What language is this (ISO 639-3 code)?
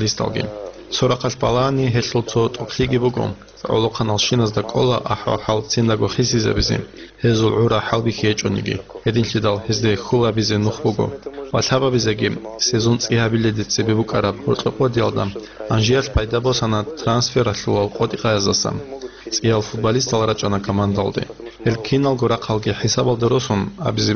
ava